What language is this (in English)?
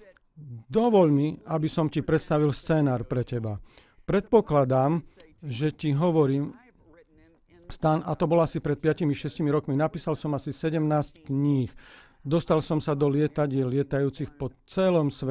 Slovak